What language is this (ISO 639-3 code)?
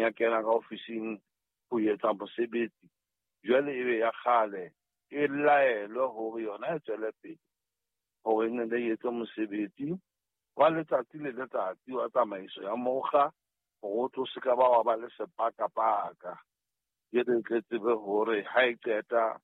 sot